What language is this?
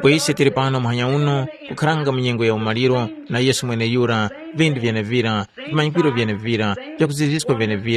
Tumbuka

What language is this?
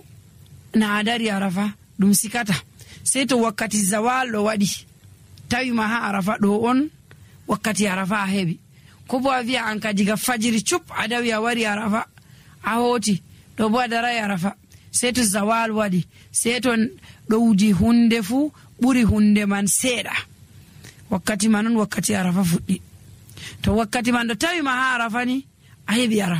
Nigerian Fulfulde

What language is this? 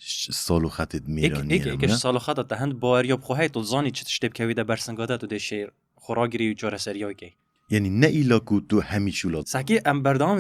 Kurdish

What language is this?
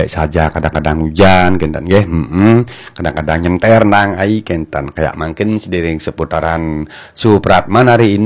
Balinese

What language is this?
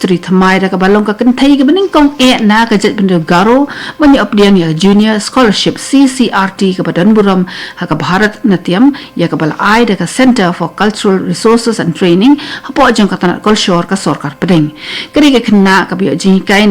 Khasi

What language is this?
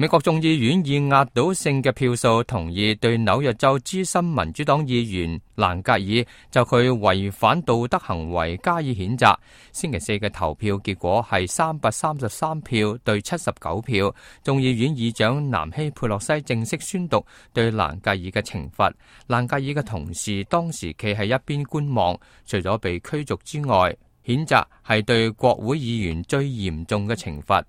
Cantonese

